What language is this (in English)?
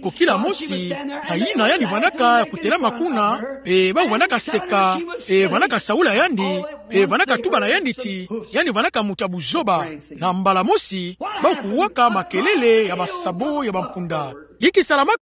Kituba (Democratic Republic of Congo)